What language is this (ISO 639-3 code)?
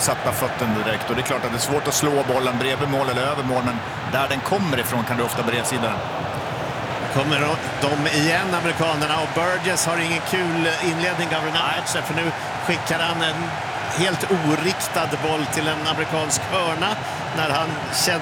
swe